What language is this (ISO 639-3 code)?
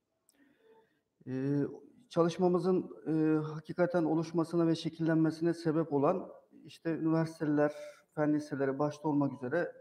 tur